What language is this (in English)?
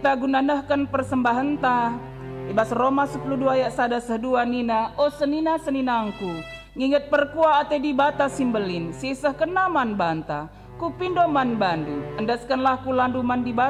Batak Karo